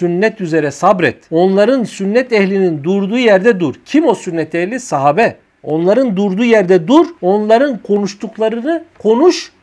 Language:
Turkish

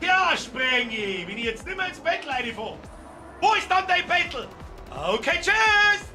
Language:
Bavarian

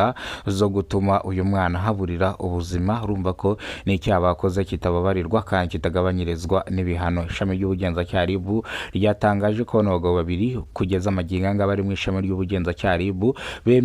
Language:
Kinyarwanda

